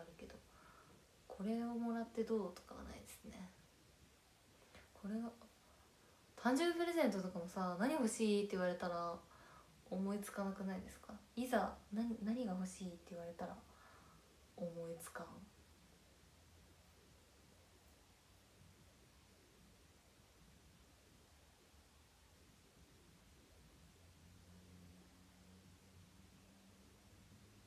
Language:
Japanese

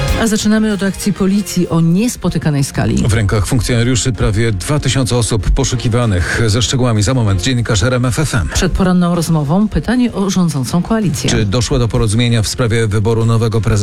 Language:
Polish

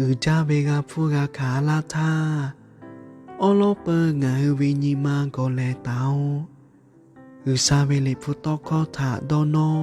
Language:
Lahu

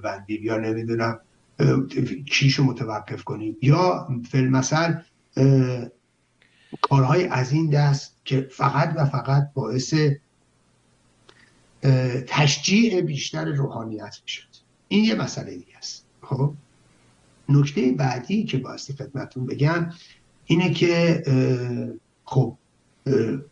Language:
Persian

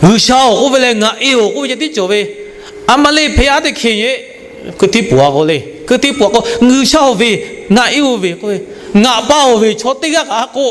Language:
Lahu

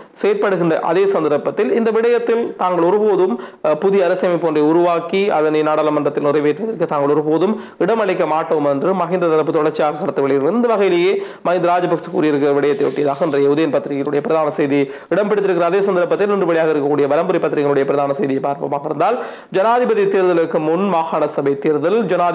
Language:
Tamil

